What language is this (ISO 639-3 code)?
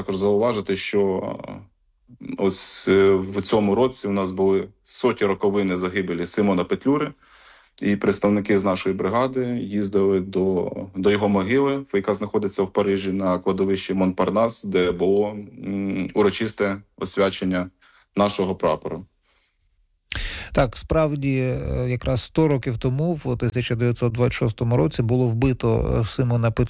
ukr